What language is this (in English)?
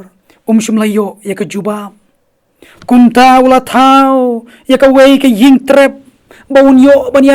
Khasi